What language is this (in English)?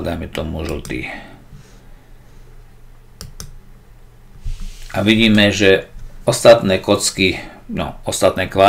Slovak